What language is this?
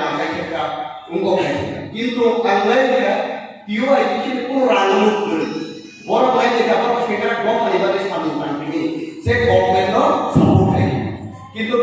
Kok Borok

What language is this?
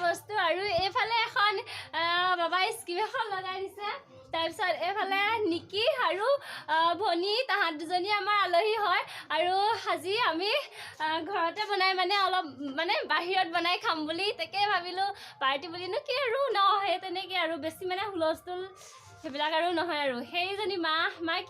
Assamese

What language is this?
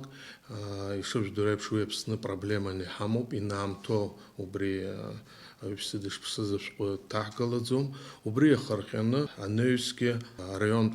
Abkhazian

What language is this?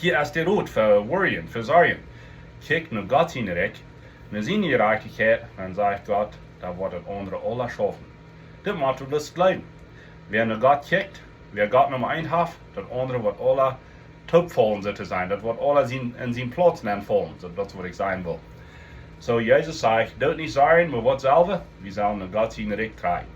Plautdietsch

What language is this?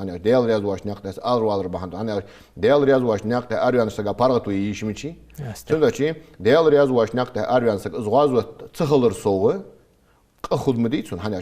Ingush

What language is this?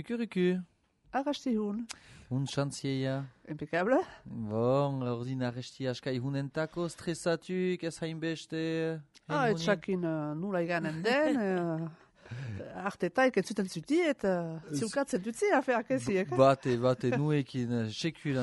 Basque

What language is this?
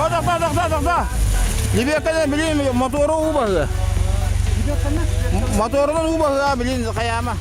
Yakut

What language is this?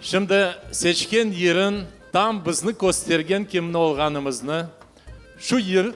Crimean Tatar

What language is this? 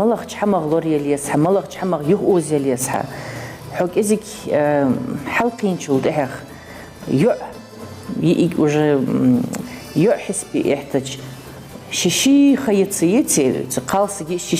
Ingush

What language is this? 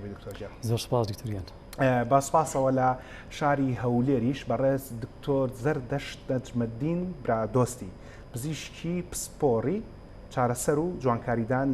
Central Kurdish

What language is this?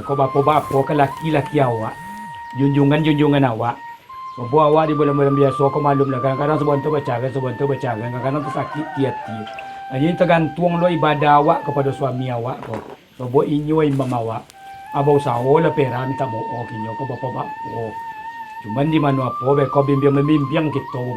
Minangkabau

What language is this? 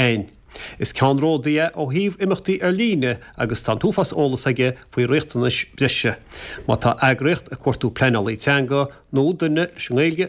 Irish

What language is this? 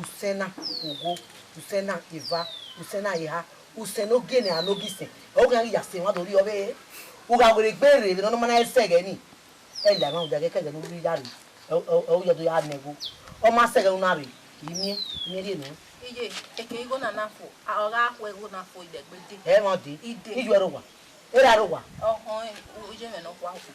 Bini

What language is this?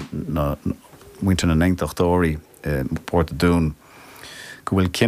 Irish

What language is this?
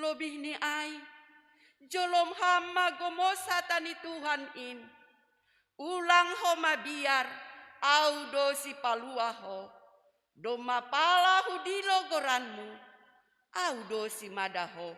Batak Simalungun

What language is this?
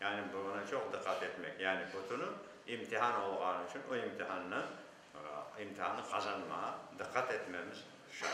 Crimean Tatar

